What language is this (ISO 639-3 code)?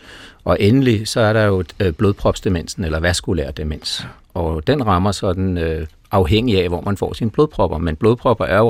dan